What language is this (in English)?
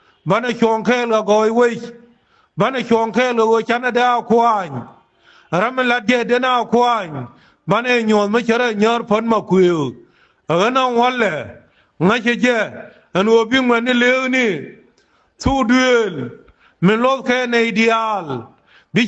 Nuer